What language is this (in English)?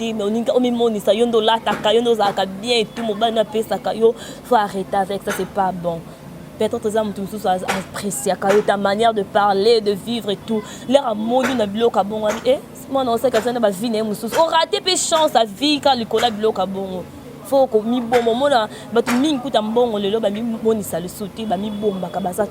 Lingala